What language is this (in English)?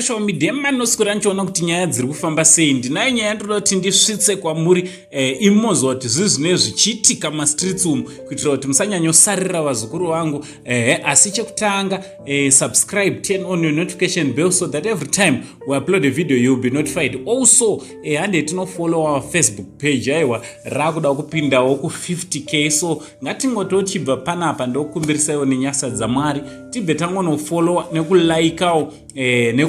Shona